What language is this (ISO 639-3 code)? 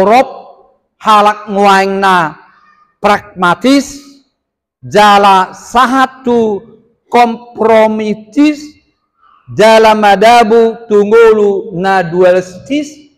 bbc